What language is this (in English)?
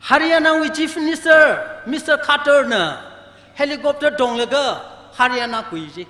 Tangkhul Naga (India)